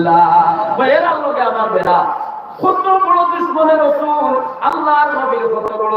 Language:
Sylheti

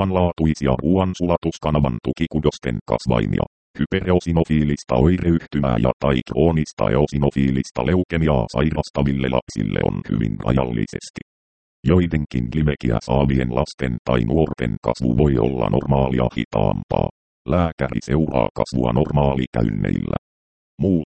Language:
Finnish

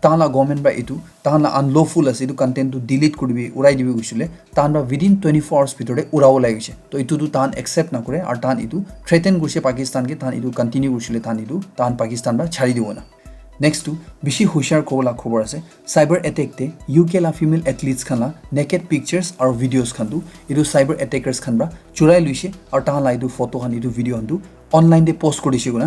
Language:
Naga Pidgin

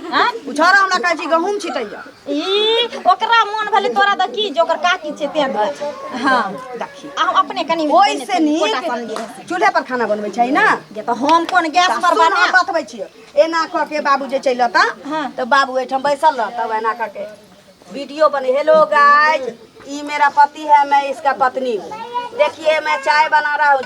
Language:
Maithili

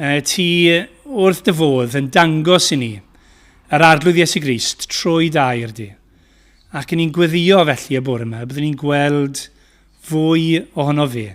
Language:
Welsh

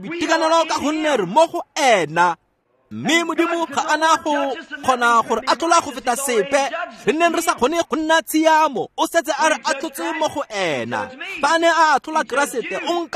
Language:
Tswana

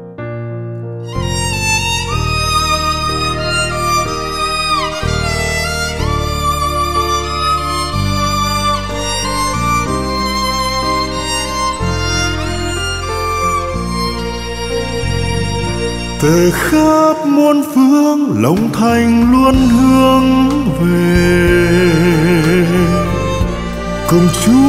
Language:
Vietnamese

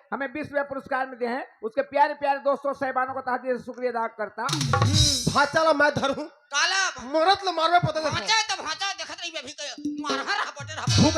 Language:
Chhattisgarhi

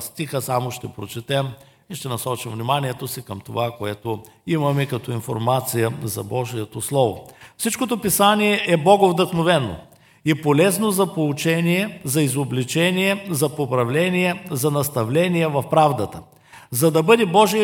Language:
Bulgarian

